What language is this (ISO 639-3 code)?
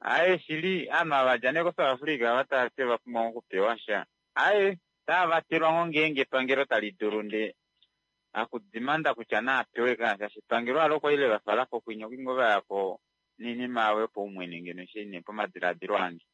kua